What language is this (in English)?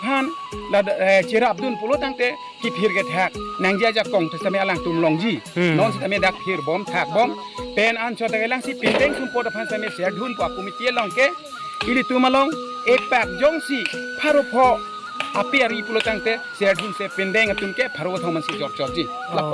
Karbi